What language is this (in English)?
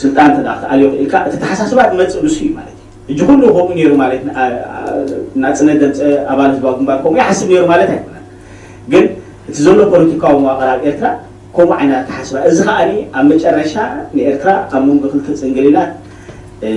Tigrinya